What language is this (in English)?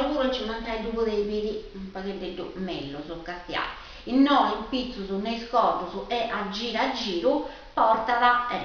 Sardinian